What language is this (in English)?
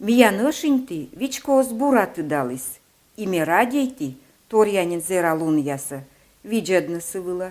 Komi